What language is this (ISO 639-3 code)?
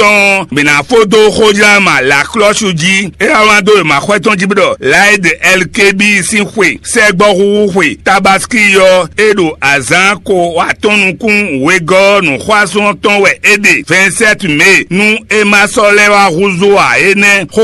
fon